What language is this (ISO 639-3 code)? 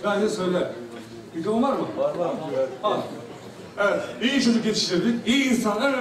tur